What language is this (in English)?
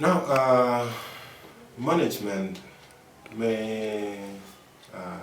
Acoli